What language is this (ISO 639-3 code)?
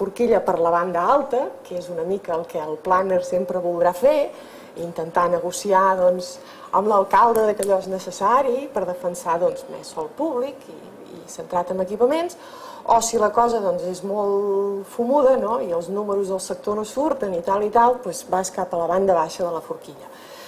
cat